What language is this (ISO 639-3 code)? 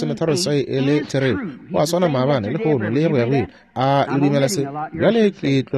nso